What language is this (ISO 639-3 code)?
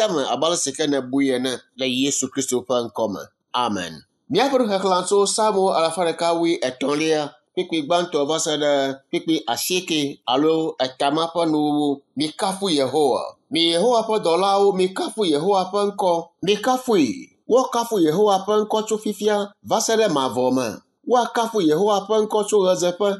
ewe